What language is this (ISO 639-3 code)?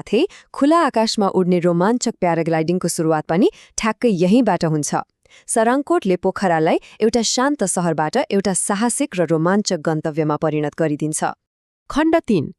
nep